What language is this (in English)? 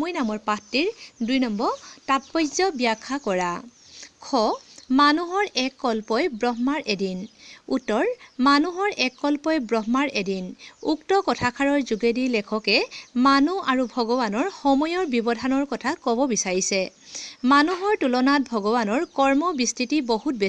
Assamese